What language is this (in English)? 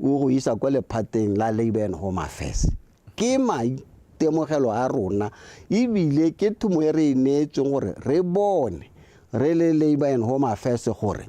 Tswana